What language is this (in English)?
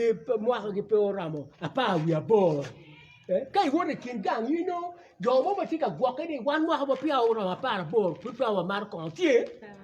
Acoli